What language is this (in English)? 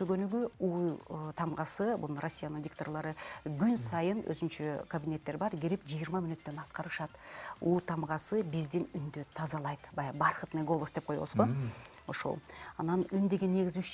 Kyrgyz